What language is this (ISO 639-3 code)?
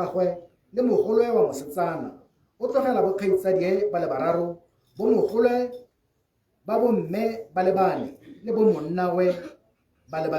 tsn